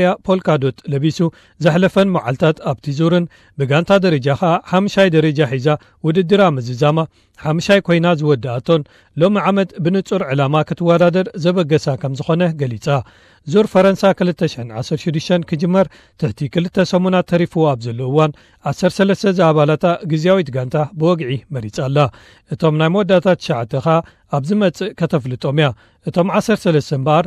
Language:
Tigrinya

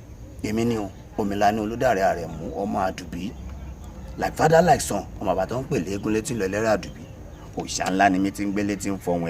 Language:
Yoruba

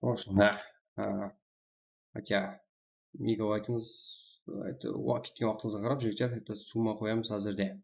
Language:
Kara-Kalpak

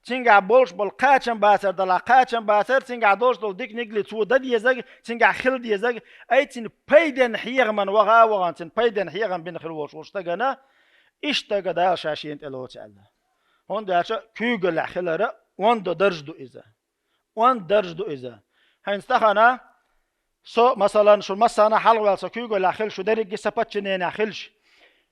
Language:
Chechen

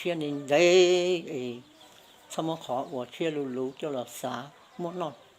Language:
Hmong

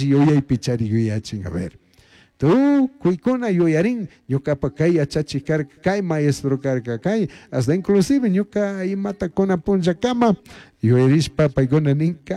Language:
Chimborazo Highland Quichua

